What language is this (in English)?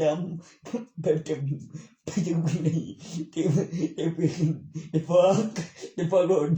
Northeastern Thai